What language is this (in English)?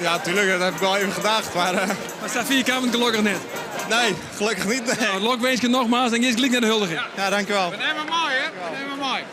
Western Frisian